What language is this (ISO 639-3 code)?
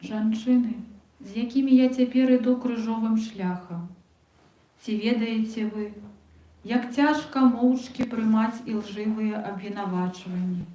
bel